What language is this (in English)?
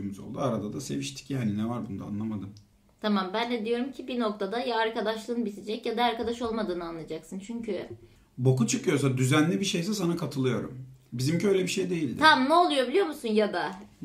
Turkish